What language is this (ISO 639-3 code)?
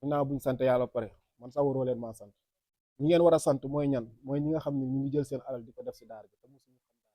wol